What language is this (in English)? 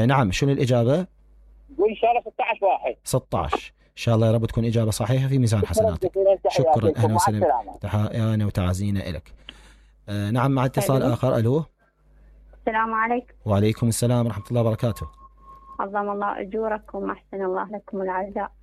Mesopotamian Arabic